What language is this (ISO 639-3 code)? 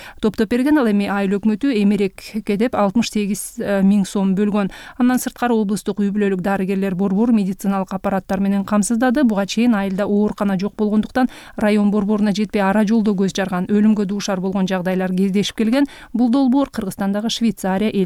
kir